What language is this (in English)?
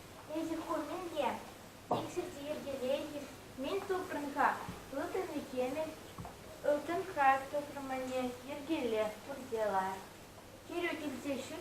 Chuvash